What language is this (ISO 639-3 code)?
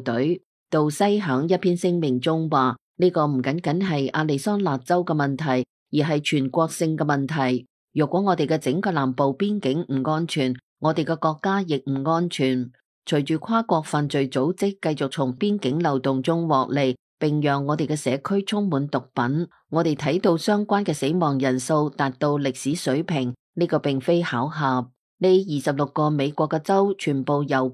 yue